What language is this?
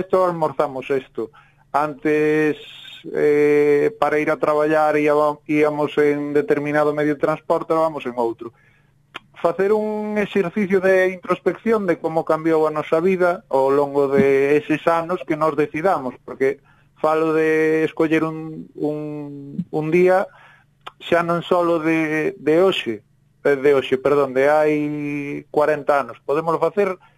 Galician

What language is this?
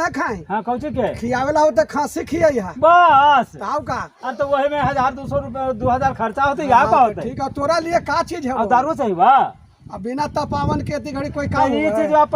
Magahi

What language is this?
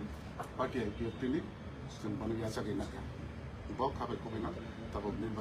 Kok Borok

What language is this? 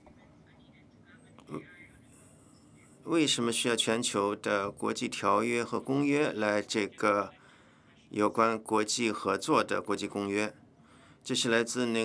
Chinese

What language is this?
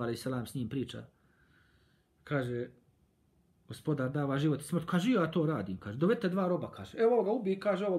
Bosnian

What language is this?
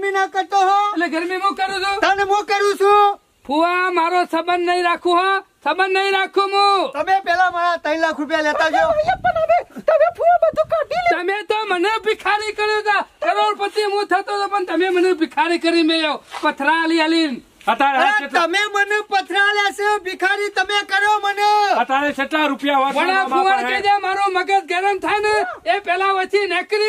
Gujarati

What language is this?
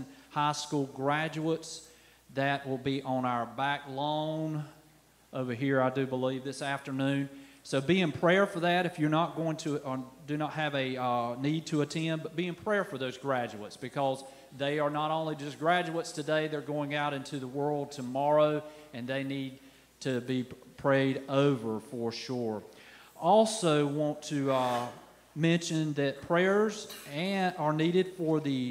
English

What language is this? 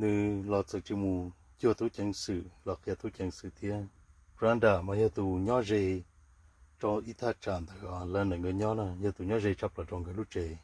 Hmong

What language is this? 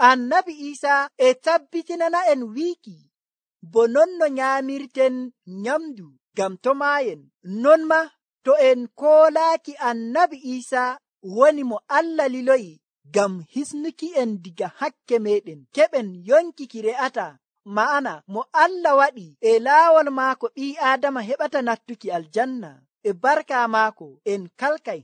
Nigerian Fulfulde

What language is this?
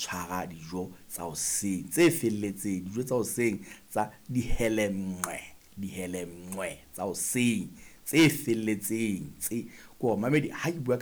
Southern Sotho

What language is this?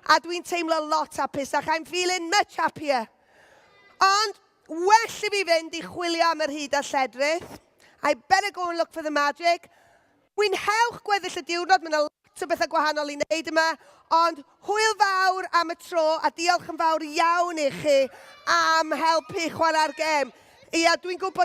Welsh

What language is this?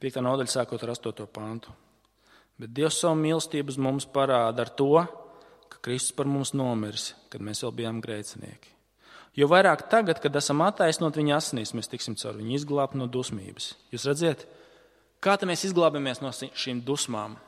Latvian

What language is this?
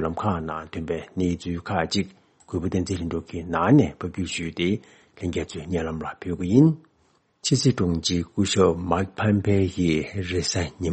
Tibetan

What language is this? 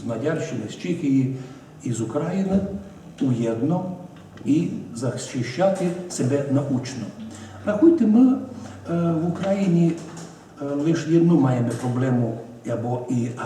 Rusyn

